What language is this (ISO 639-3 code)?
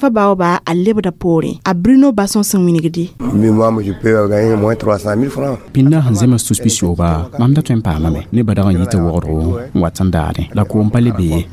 mos